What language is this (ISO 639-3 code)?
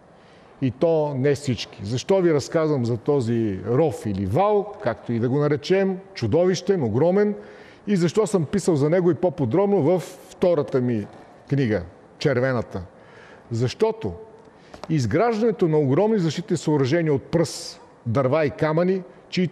bul